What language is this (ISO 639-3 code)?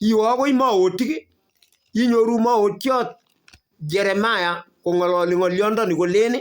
kln